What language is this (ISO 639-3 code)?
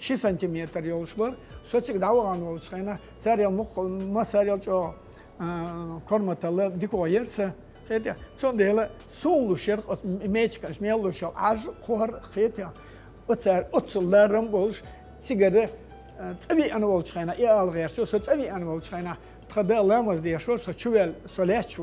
che